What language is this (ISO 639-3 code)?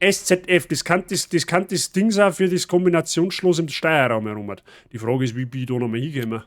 bar